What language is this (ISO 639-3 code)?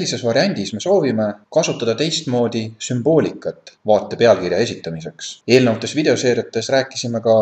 est